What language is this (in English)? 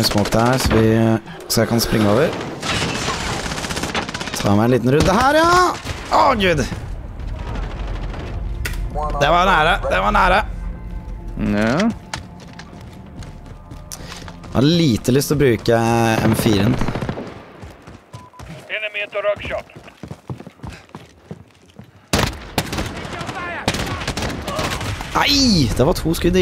Norwegian